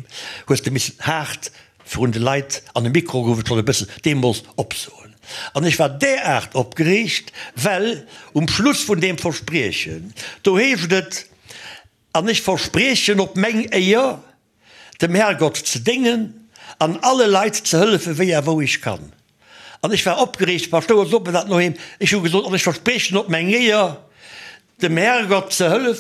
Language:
Luxembourgish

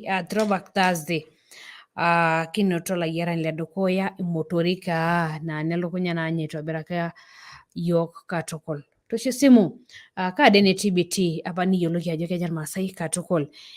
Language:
Masai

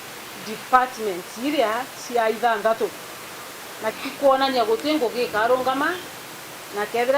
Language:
Meru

